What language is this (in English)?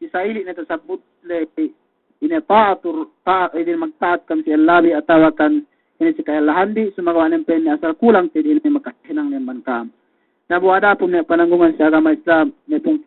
Yakan